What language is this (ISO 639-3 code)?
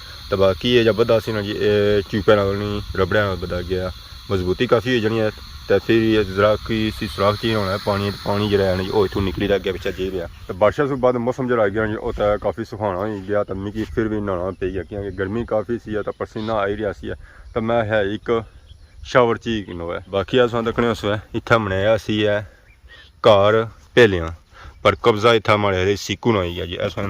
phr